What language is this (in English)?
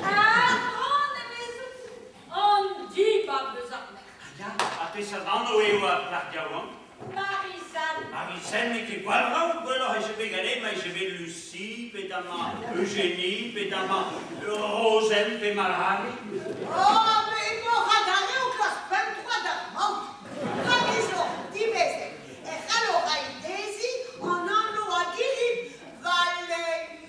Breton